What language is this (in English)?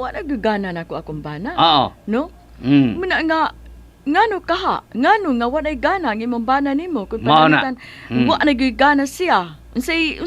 Cebuano